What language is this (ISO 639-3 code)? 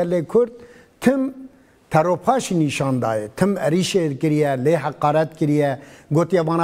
kur